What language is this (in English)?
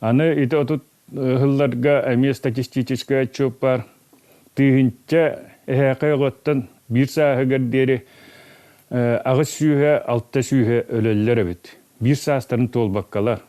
Yakut